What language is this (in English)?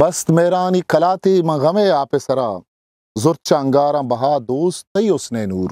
Eastern Balochi